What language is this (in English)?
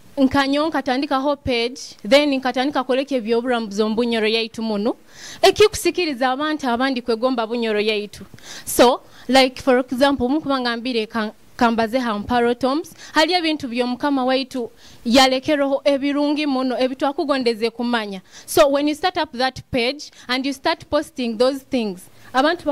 Nyoro